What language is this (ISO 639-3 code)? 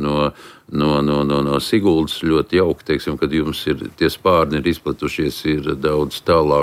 lav